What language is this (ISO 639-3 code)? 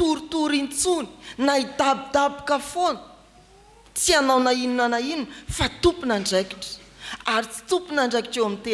mlg